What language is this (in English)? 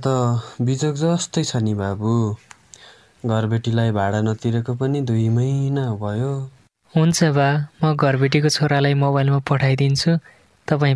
Nepali